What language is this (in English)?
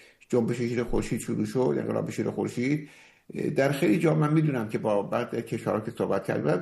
Persian